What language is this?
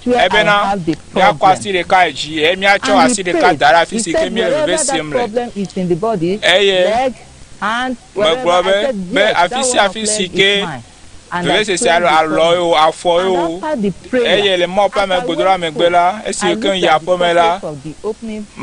Ewe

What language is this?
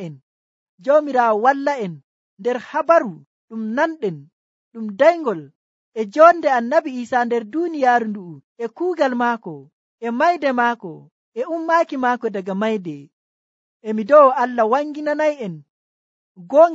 Nigerian Fulfulde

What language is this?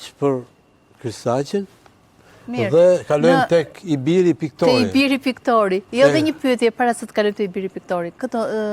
Albanian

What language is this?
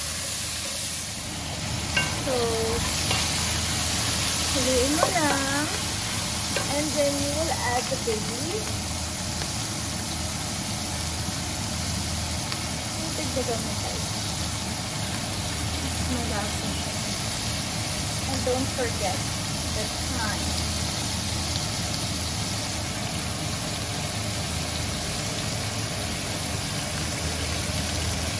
Filipino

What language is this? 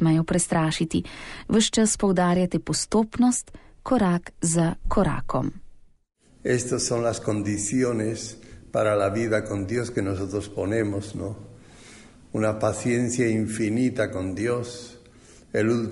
Slovenian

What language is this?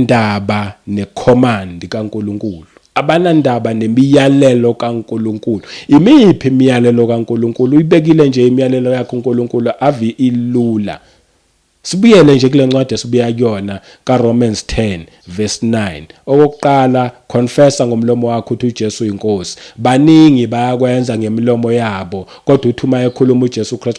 Zulu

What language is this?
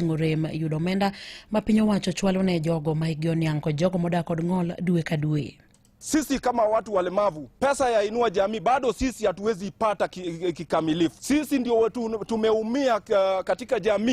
Luo (Kenya and Tanzania)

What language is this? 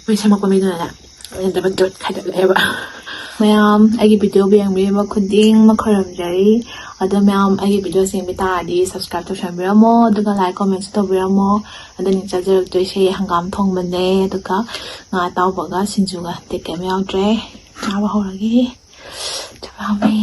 Manipuri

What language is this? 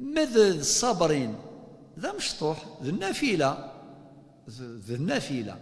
Kabyle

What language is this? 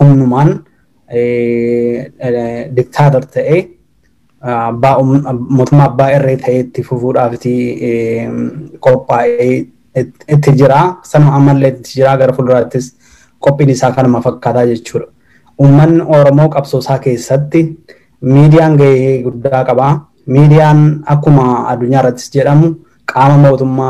Oromo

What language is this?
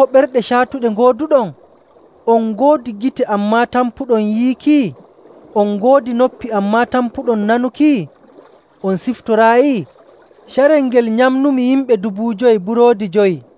Nigerian Fulfulde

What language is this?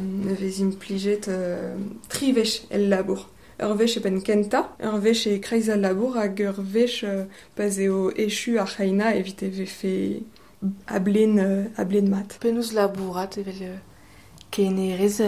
Breton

